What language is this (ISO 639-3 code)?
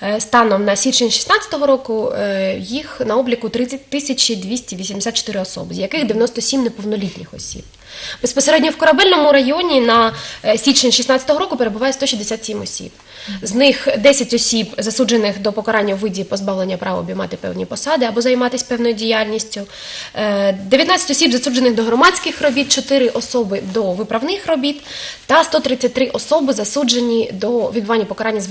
ukr